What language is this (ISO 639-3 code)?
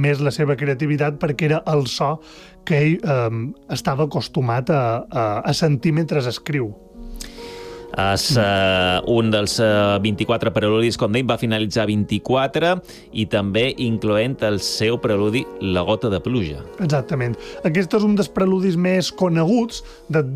cat